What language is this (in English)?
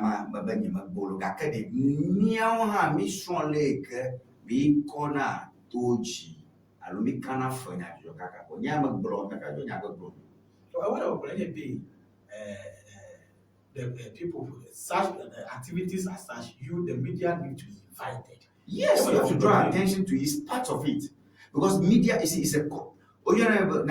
Ewe